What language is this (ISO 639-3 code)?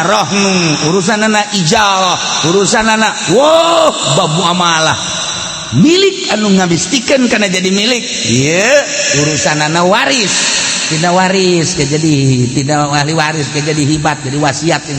sun